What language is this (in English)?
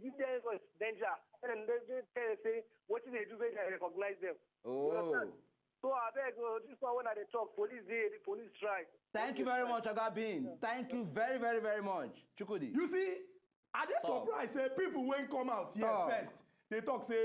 Nigerian Pidgin